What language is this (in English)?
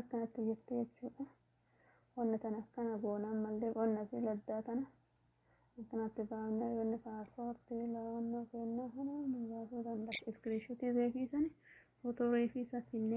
Oromo